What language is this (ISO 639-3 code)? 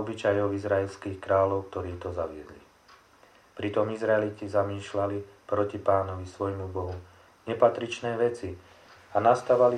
slk